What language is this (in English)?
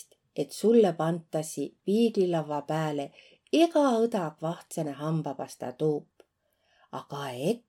Võro